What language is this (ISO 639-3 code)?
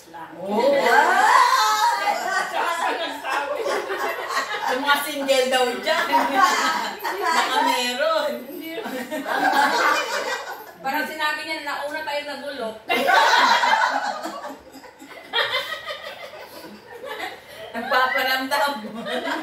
fil